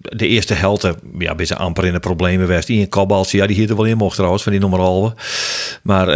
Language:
Western Frisian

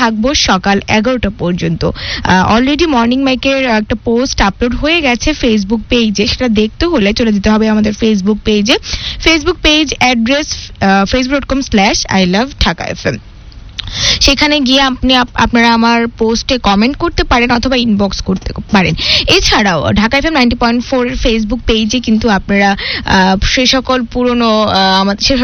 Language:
Bangla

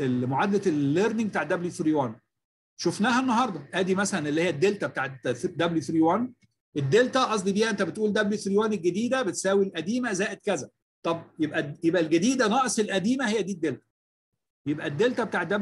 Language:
Egyptian Arabic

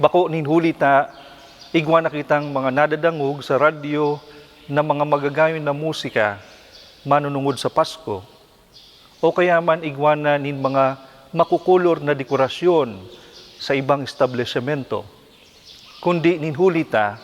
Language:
Bikol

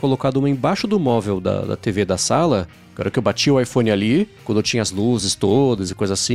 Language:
Portuguese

